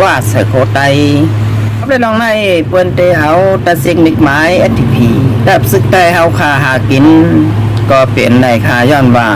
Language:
Shan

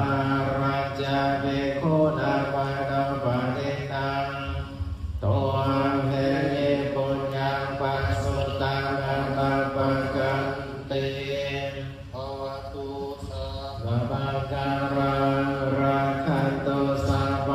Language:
Pali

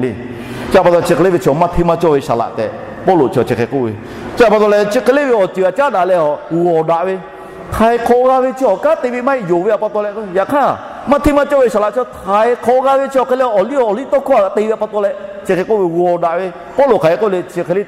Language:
Lahu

